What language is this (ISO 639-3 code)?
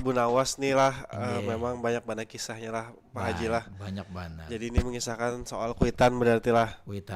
bjn